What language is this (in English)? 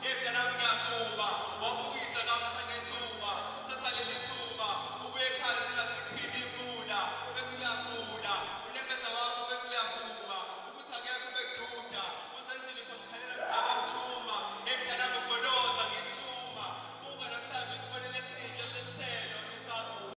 Zulu